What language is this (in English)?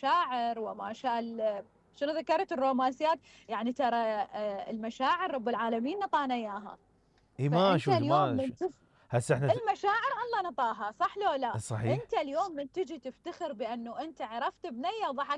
Mesopotamian Arabic